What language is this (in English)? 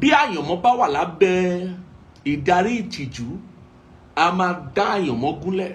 Yoruba